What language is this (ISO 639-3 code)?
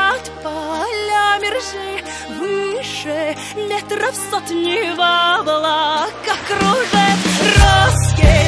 rus